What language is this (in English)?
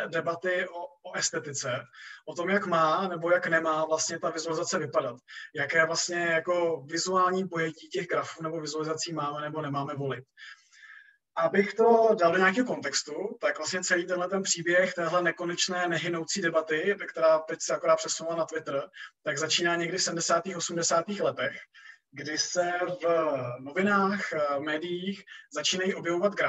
Czech